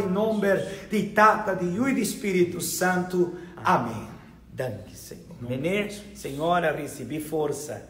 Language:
Papiamento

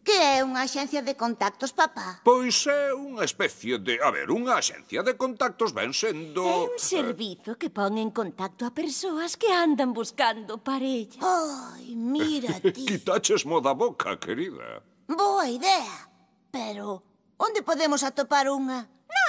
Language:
Galician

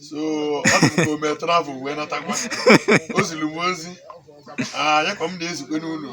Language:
Igbo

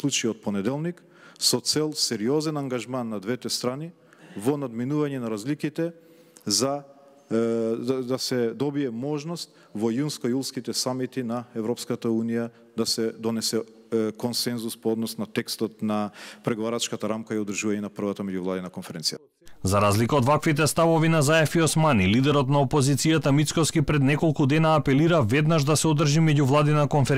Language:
Macedonian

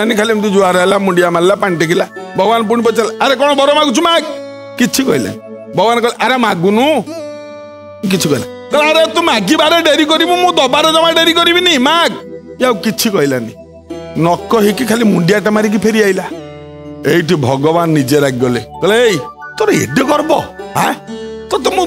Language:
Odia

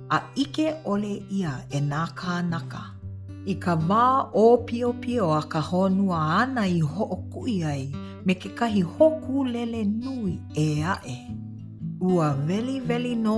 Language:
Hawaiian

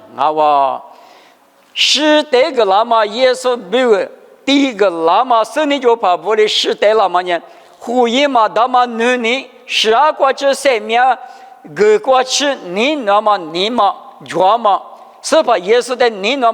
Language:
Lisu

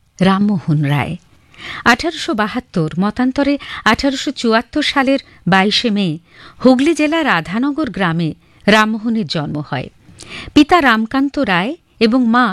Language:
Bangla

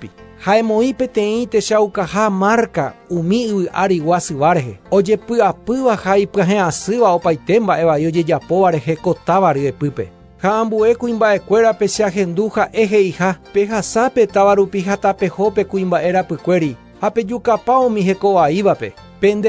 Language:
Guarani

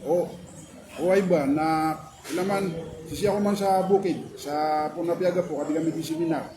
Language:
Maranao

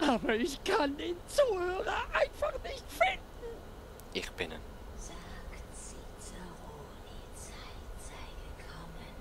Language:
Swiss German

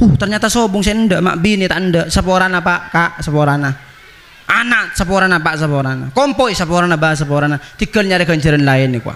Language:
Madurese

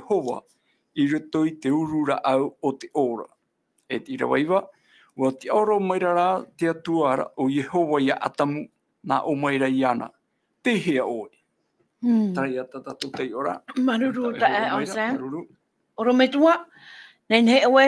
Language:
Tahitian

